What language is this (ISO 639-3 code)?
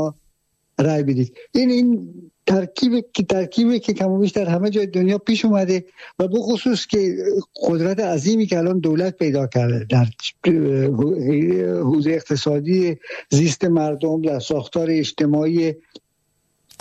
fas